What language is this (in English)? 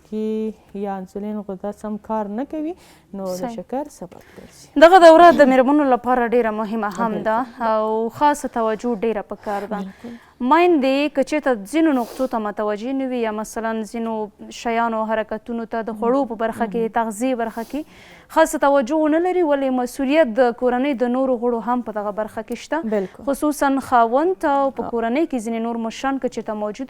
Pashto